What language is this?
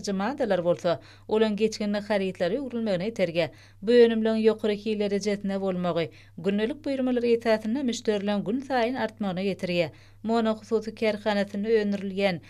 Turkmen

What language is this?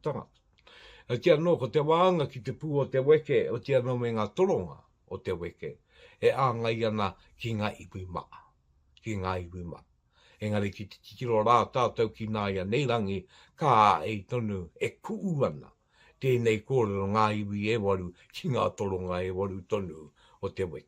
Māori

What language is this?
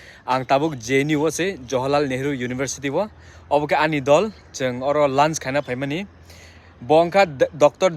Kok Borok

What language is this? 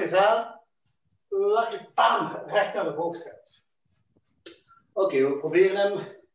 Dutch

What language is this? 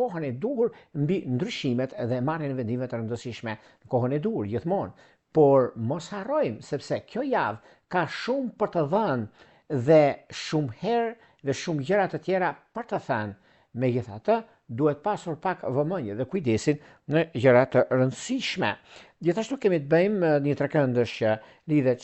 Albanian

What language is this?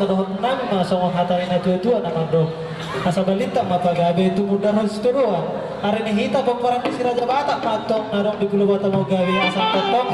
Batak Toba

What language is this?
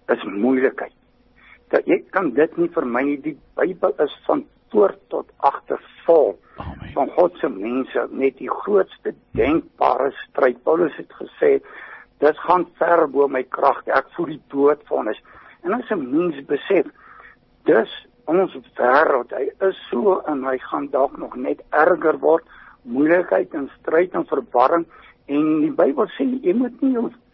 Afrikaans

